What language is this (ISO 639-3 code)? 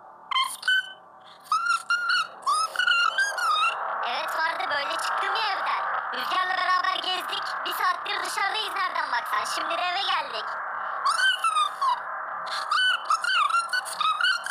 tur